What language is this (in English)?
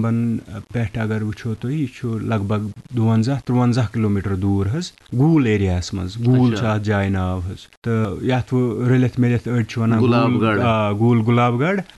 Kashmiri